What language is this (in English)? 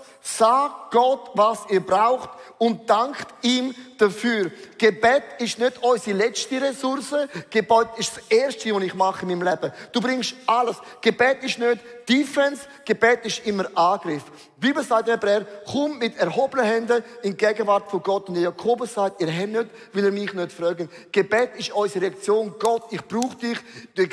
Swiss German